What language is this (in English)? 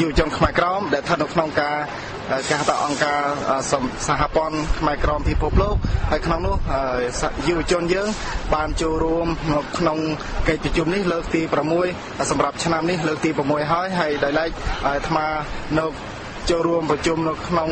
Khmer